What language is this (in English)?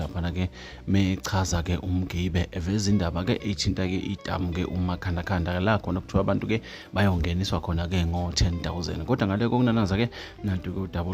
Zulu